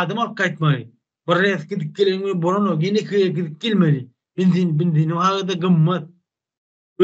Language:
Turkmen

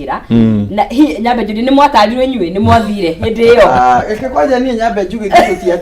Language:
Kikuyu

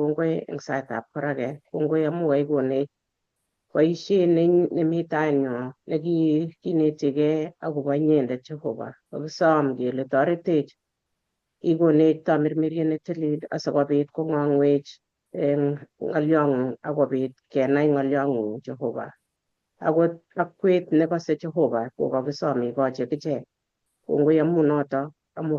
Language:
Kalenjin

